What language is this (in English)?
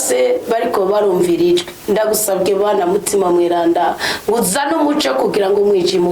Rundi